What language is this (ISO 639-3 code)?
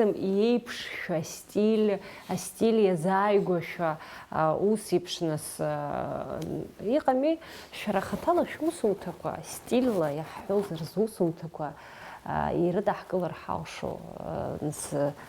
abk